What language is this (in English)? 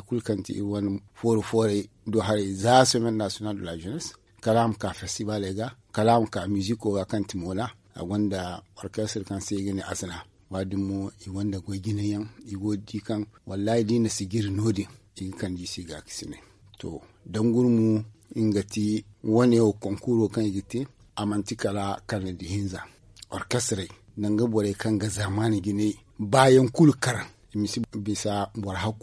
Zarma